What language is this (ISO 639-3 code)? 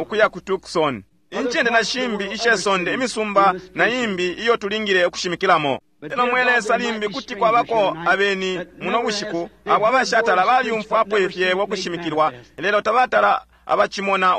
bem